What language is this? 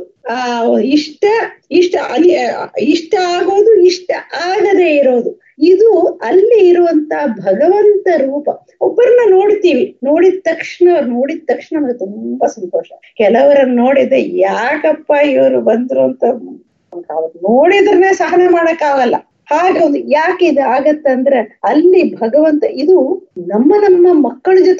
Kannada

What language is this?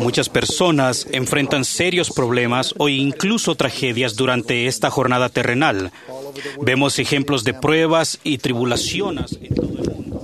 Quechua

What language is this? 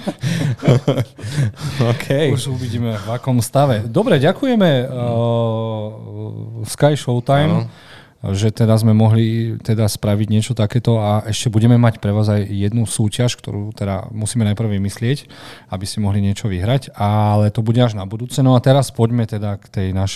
Slovak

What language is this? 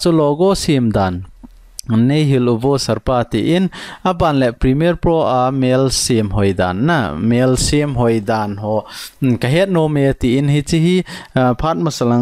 Thado Chin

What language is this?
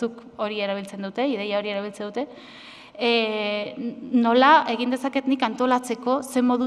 Basque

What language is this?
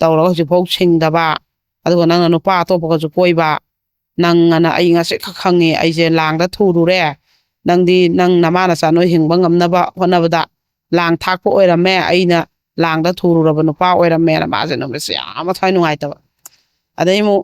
Manipuri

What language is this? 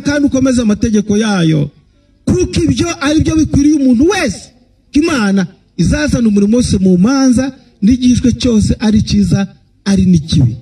Kinyarwanda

